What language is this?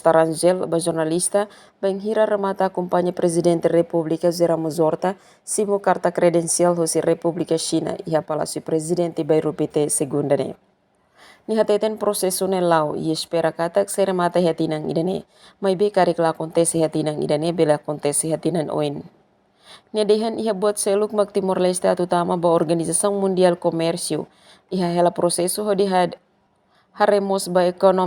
Tetum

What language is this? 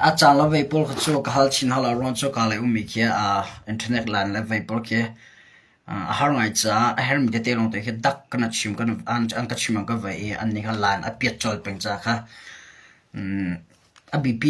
Hakha Chin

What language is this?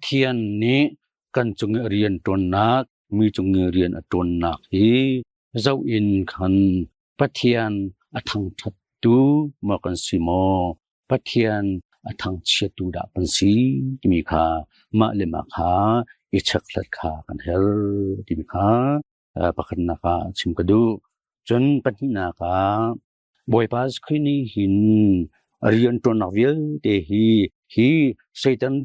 Hakha Chin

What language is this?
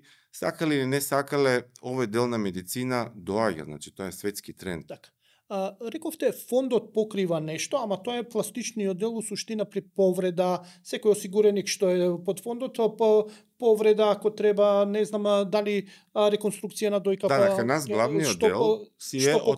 Macedonian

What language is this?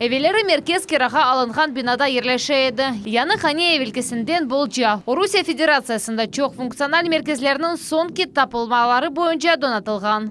Crimean Tatar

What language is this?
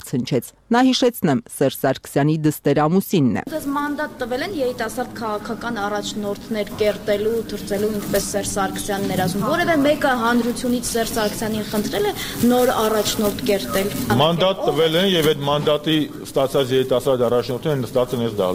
Armenian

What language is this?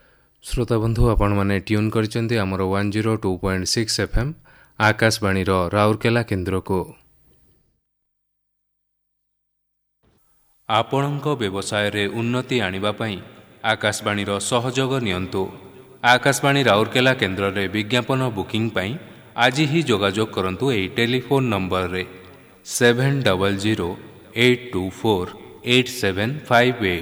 Odia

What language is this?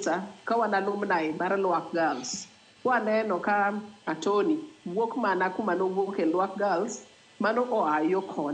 Luo (Kenya and Tanzania)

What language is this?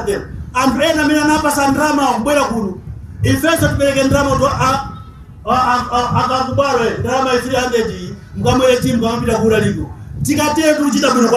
Nyanja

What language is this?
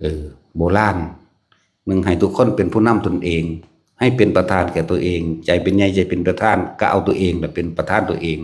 Northeastern Thai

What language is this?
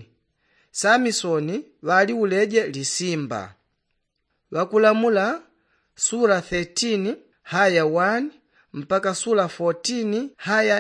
Yao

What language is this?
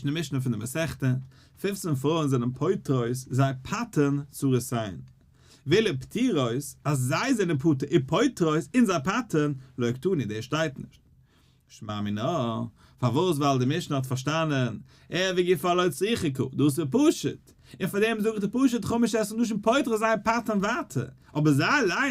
Yiddish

